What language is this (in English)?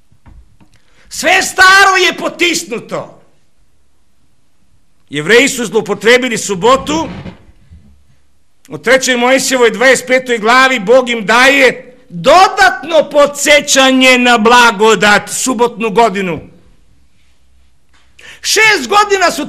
Serbian